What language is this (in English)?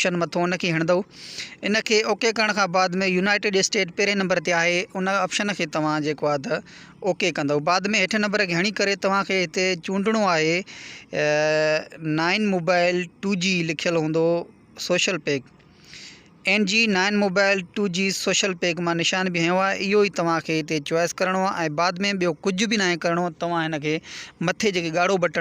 Sindhi